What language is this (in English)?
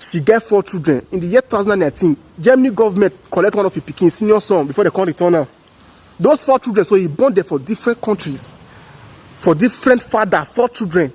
Nigerian Pidgin